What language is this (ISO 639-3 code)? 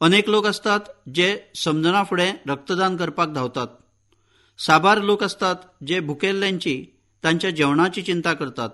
kok